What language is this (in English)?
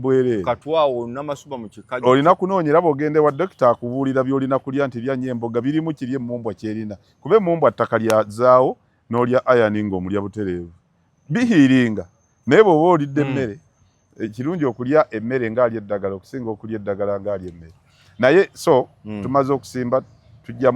Ganda